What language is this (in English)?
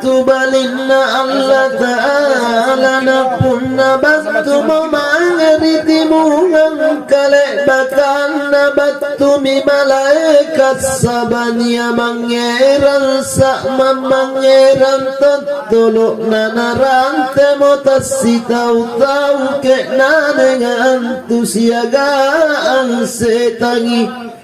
Makasar